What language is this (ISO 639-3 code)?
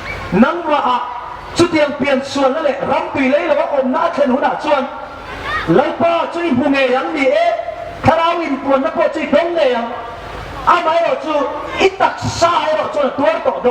hmr